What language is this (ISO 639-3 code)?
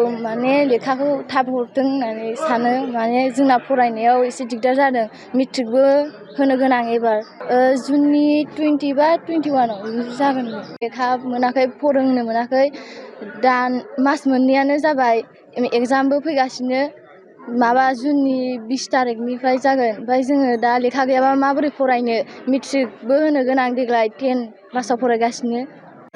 brx